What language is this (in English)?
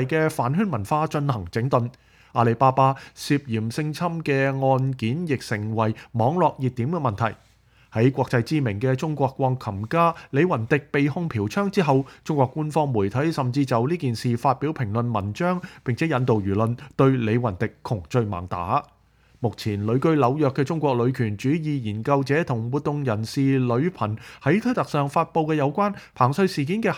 Cantonese